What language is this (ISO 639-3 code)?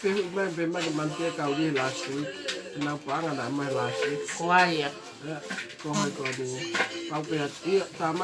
ton